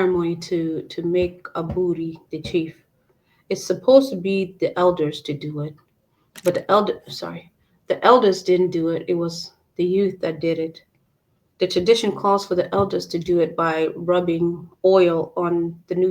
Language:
Acoli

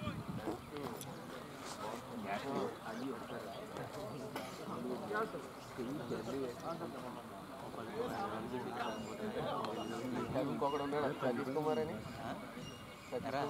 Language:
Telugu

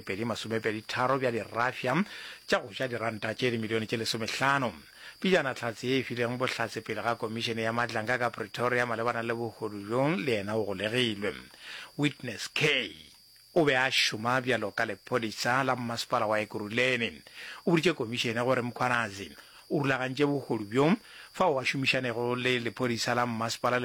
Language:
Northern Sotho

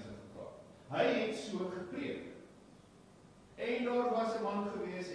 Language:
Afrikaans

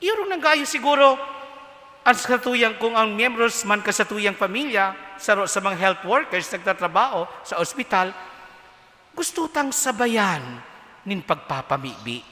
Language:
Bikol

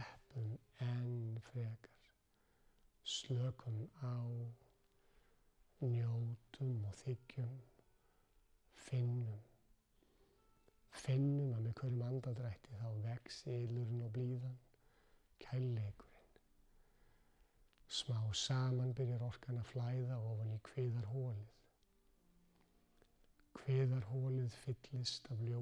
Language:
Icelandic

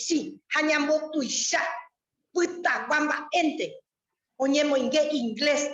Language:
Guarani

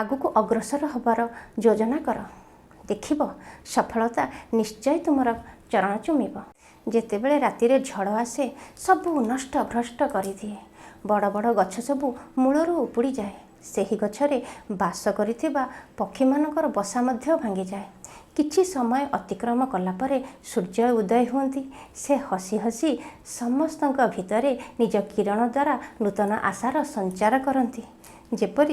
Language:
Odia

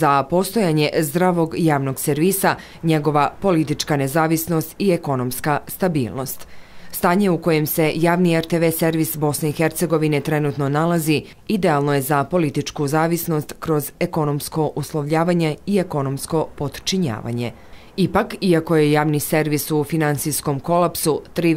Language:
Bosnian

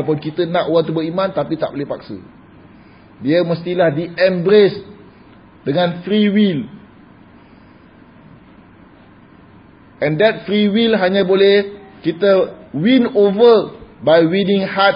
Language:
Malay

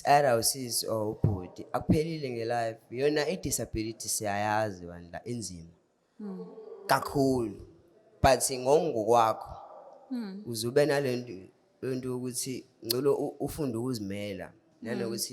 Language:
Zulu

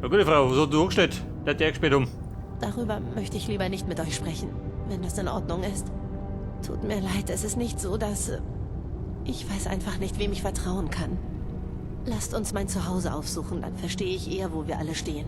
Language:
Bavarian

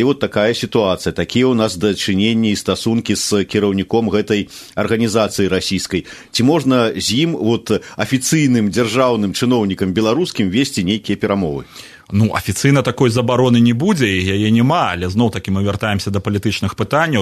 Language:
Belarusian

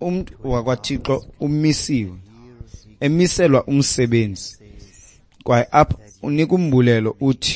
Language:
Xhosa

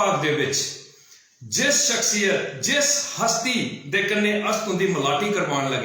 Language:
Dogri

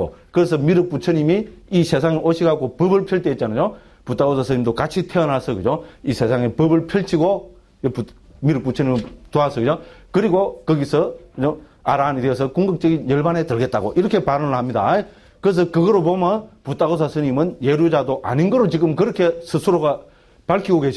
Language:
Korean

